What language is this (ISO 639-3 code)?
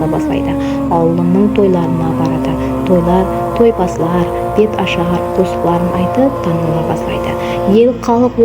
kaa